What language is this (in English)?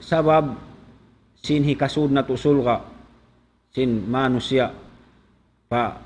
Tausug